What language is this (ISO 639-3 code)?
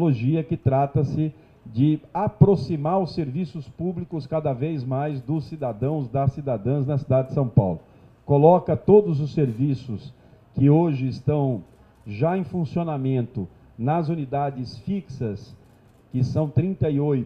por